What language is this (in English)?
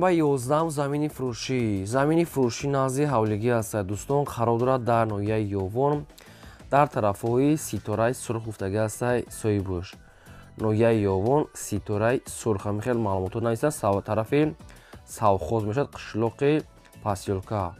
Tajik